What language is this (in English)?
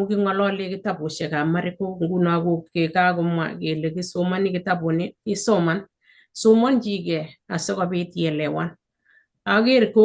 Kalenjin